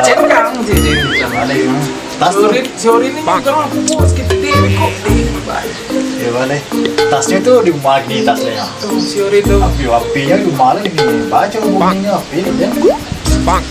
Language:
Minangkabau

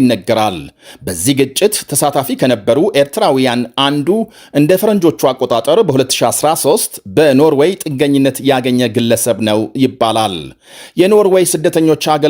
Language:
Amharic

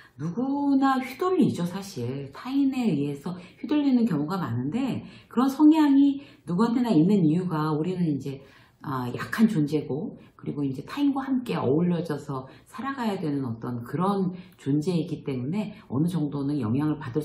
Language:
Korean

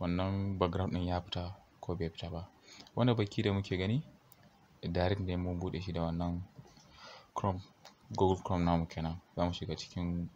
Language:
Hausa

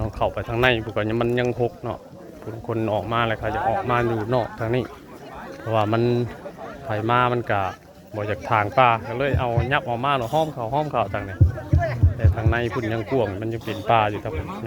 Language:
Northeastern Thai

